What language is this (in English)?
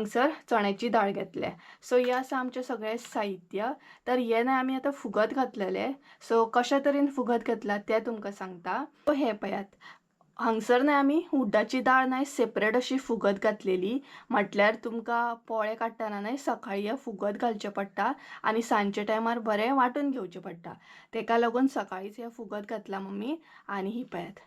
Konkani